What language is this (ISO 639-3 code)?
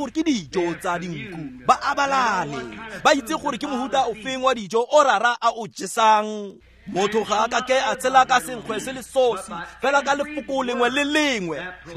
tsn